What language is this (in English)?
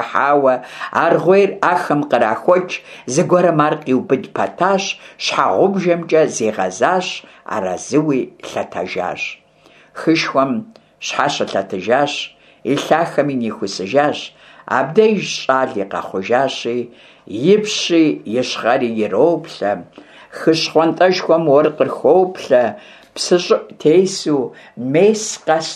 Kabardian